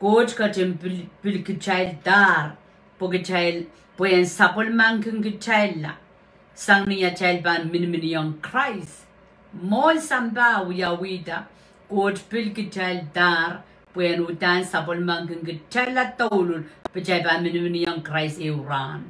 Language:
Pohnpeian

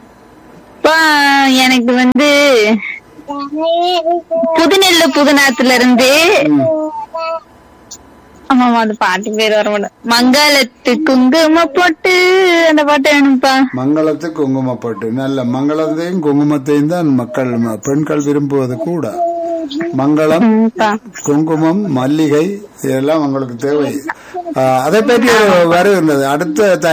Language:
Tamil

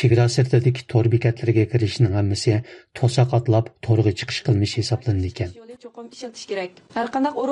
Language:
Uyghur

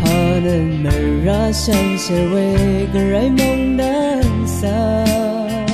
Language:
Rawang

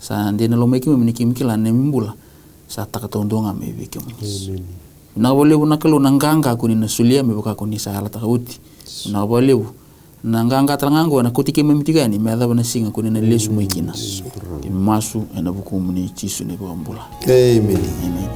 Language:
Fijian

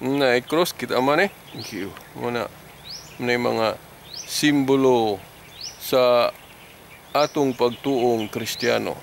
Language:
Cebuano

